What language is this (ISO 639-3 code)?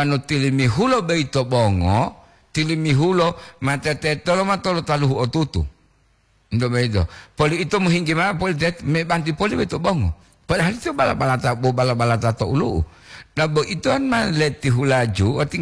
gor